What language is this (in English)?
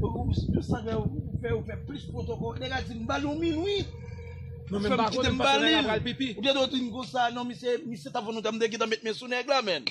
Haitian Creole